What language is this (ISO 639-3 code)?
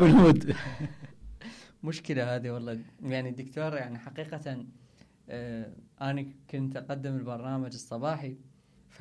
acm